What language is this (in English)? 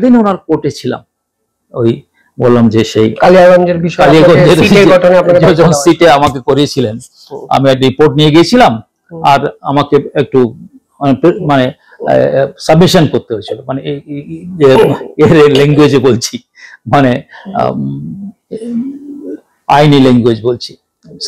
Bangla